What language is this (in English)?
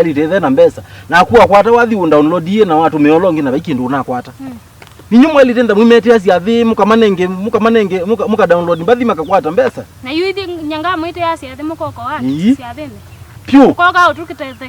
Kamba